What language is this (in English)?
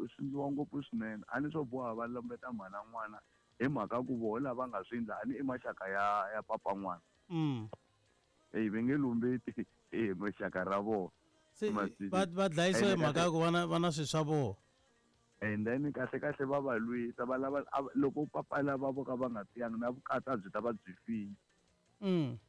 Tsonga